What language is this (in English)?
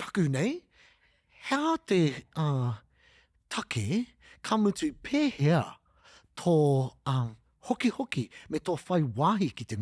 Māori